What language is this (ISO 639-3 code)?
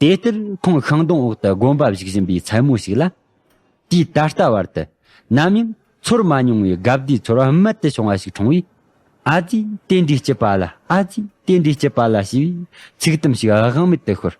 bod